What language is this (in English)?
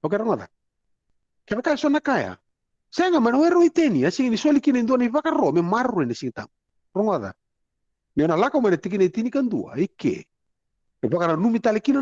Fijian